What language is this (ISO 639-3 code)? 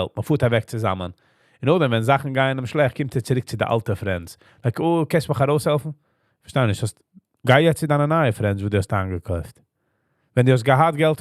yid